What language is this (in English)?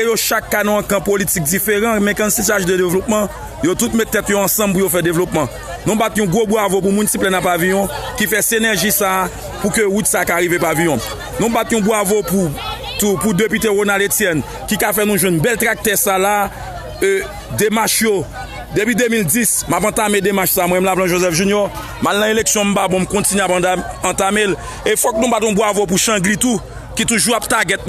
Haitian Creole